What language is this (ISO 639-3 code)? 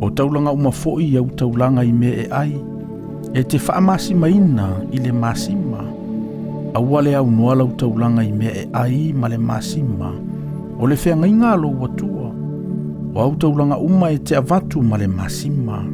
smo